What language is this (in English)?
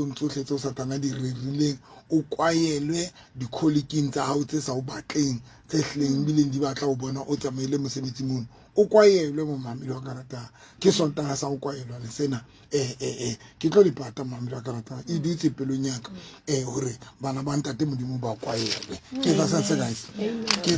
Southern Sotho